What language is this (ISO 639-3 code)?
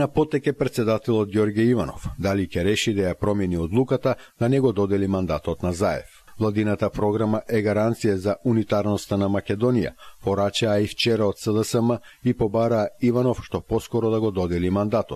mkd